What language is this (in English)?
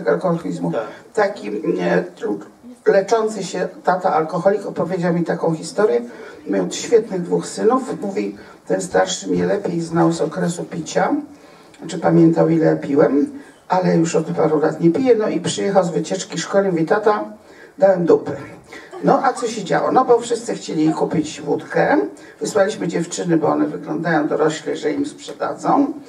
Polish